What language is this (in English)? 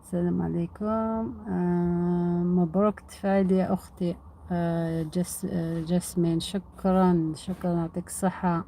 Algerian Arabic